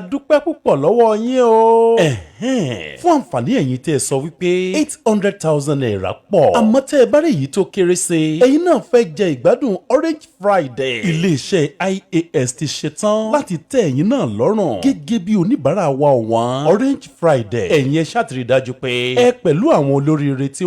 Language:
Yoruba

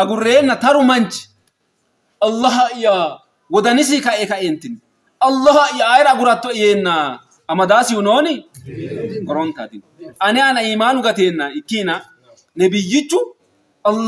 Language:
Sidamo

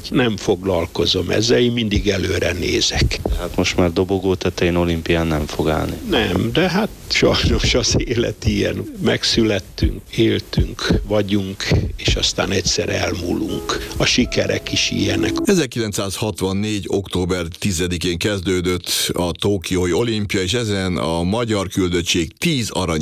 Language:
Hungarian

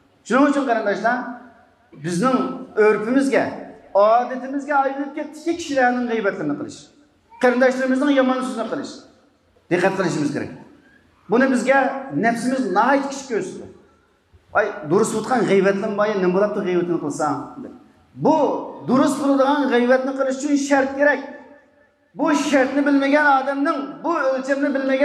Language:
Uyghur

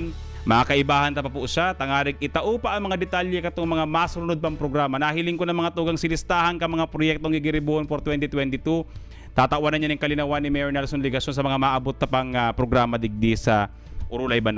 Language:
Bikol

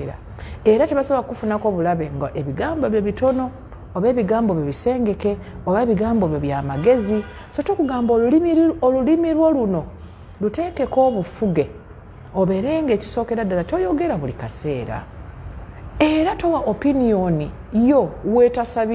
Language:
Ganda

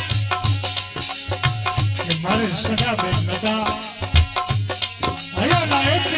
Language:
Gujarati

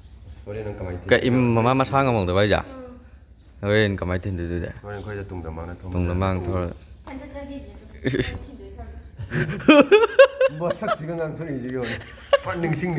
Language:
Manipuri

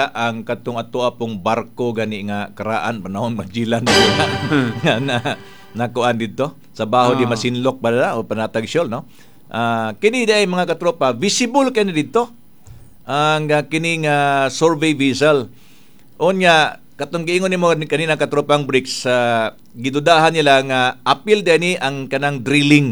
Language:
Cebuano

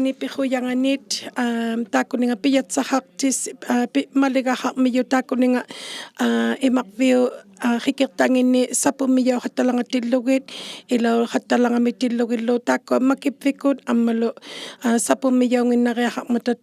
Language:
Inuktitut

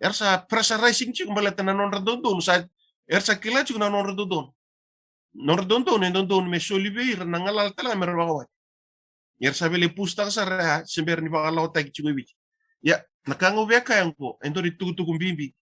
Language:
Fijian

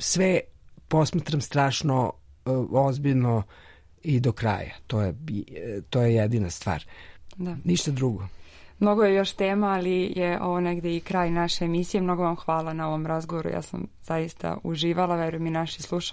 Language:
Serbian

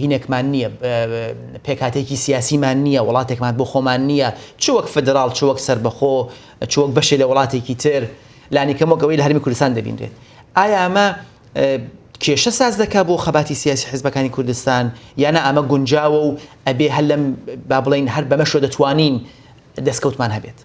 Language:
Central Kurdish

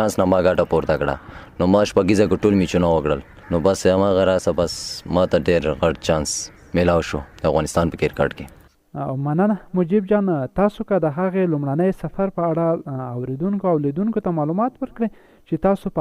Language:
Pashto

